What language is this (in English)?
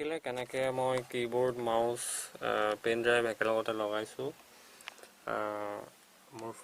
Assamese